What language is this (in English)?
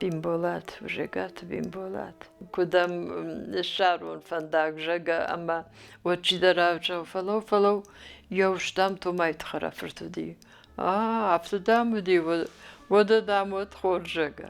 Ossetic